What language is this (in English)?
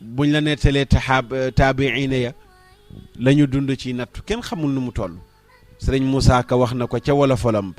Wolof